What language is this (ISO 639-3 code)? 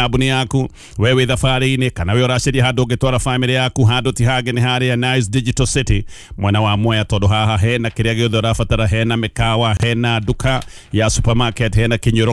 kik